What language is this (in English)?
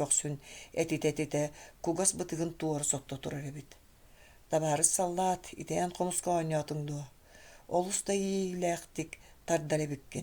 Yakut